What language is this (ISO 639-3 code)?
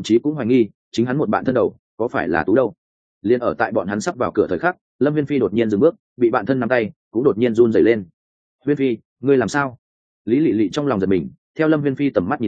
vie